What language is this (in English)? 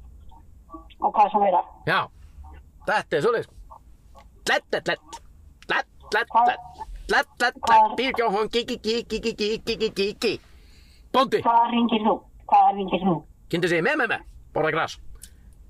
Icelandic